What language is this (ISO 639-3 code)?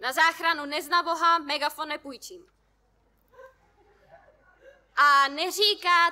ces